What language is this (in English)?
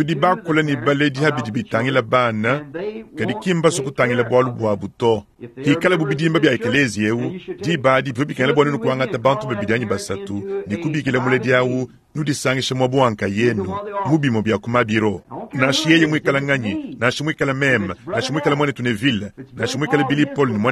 Luba-Lulua